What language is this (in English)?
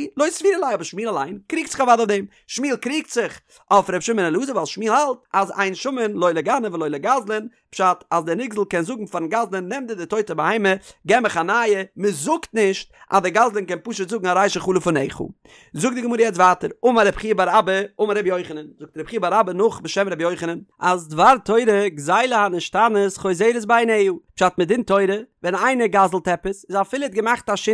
Yiddish